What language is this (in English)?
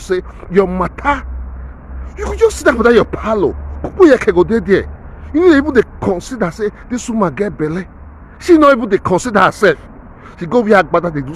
Nigerian Pidgin